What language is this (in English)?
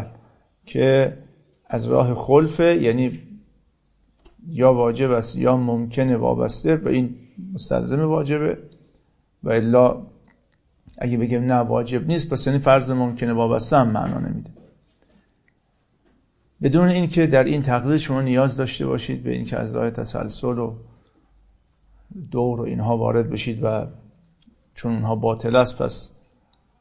Persian